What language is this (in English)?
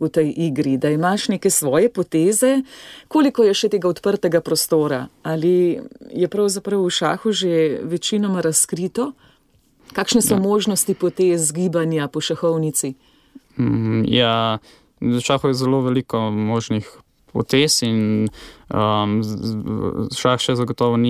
Slovenian